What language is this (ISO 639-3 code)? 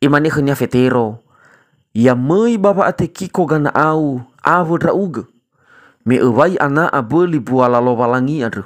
nia